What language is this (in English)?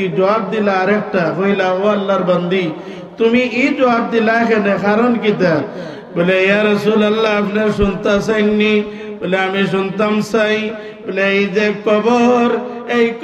Sylheti